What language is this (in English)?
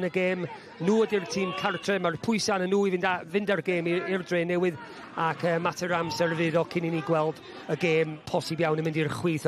Welsh